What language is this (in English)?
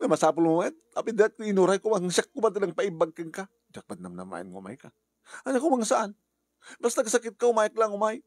Iloko